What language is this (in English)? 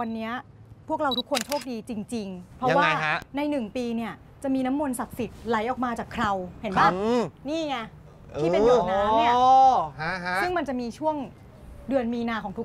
Thai